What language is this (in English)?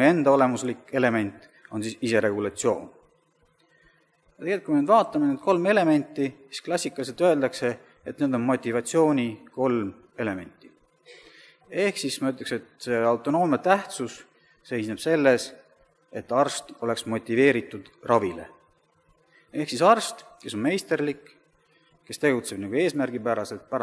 Estonian